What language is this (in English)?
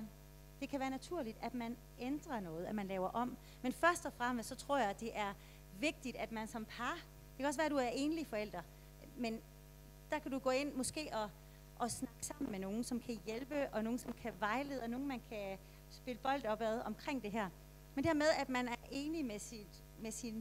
Danish